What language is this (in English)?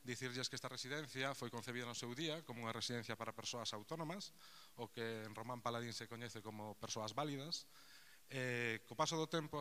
Galician